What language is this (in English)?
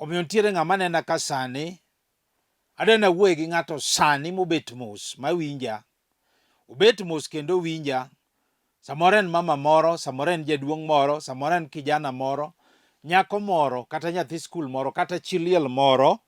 Luo (Kenya and Tanzania)